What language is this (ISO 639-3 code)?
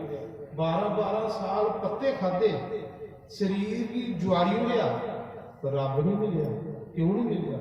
doi